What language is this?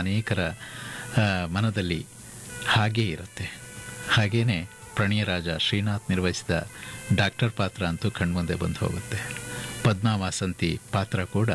Kannada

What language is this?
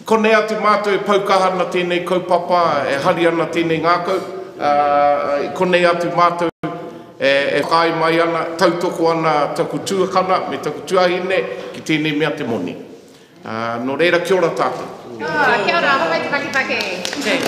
Māori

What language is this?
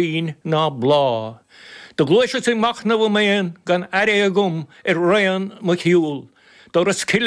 Irish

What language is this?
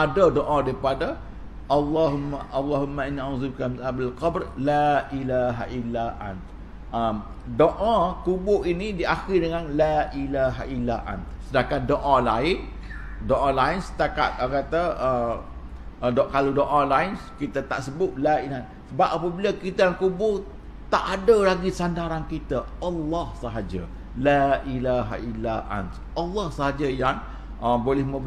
Malay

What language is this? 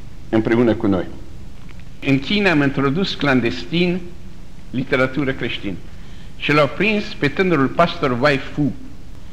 Romanian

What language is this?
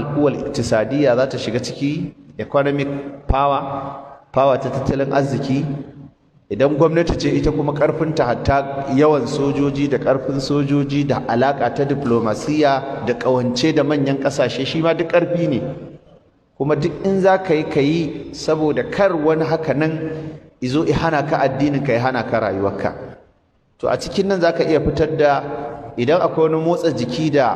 Hausa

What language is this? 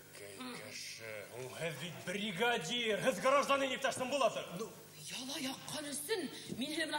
Bashkir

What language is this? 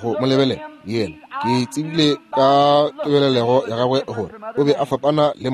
Northern Sotho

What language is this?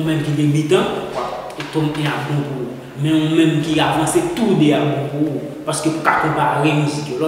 Haitian Creole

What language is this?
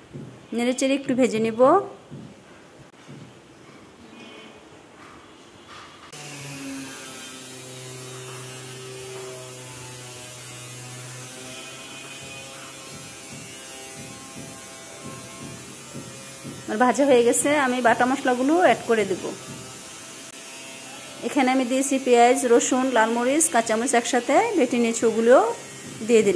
Bangla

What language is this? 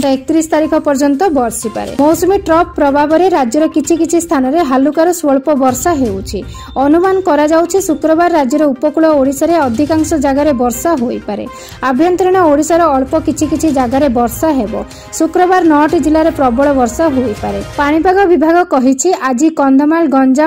Odia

